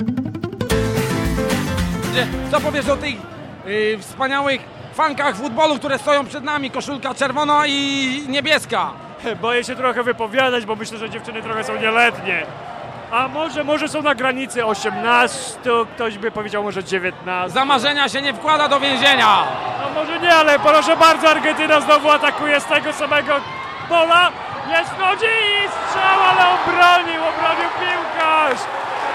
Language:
Polish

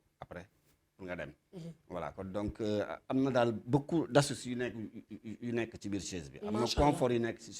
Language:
Wolof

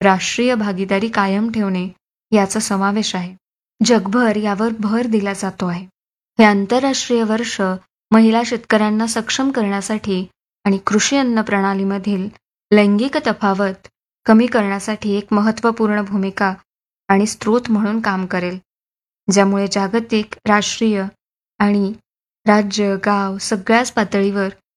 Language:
Marathi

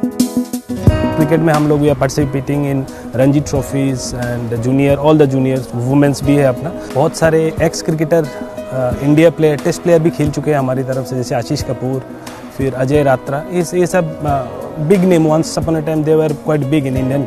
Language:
Hindi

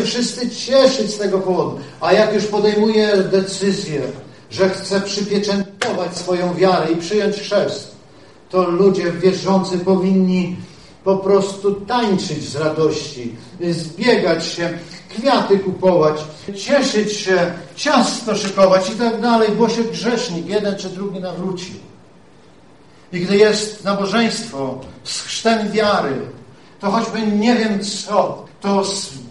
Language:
Polish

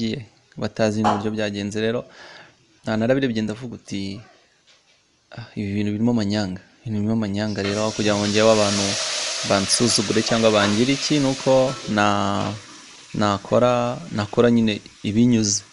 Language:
Kinyarwanda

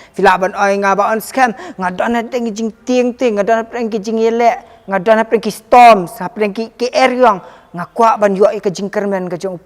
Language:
Khasi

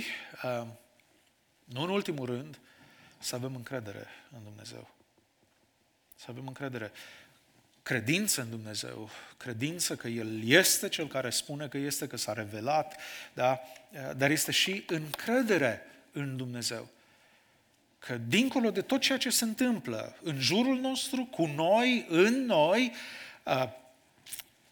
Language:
Romanian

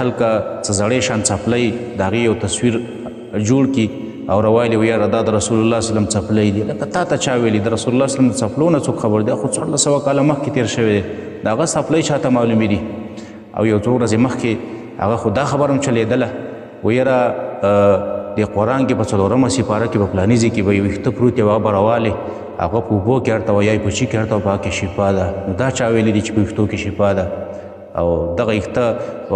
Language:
Pashto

